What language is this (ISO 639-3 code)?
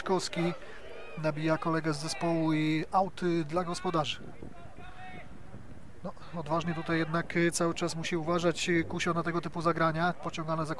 pol